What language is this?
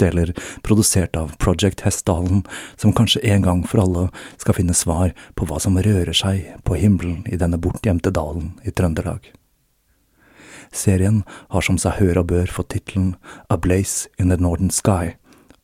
Norwegian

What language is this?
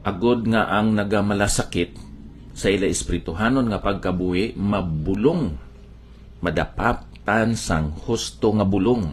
Hiligaynon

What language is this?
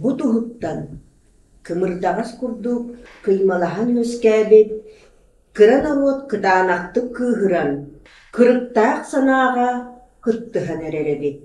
Yakut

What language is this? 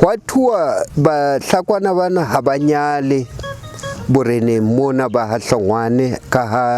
Southern Sotho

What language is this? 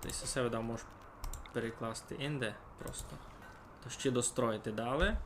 Rusyn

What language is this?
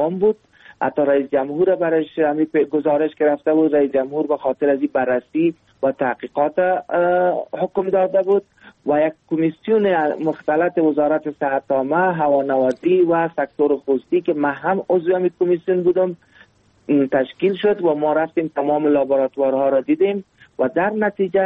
Persian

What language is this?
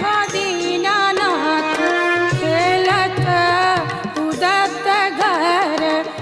Bhojpuri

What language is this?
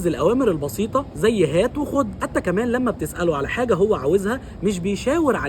Egyptian Arabic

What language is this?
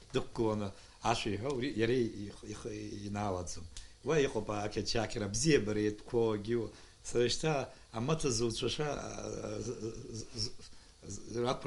Abkhazian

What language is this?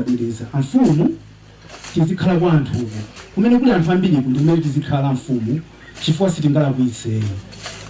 Nyanja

